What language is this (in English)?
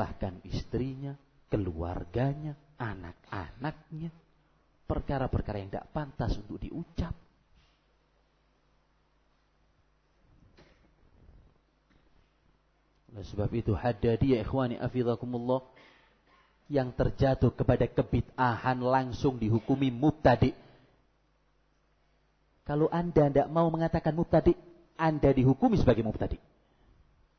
Indonesian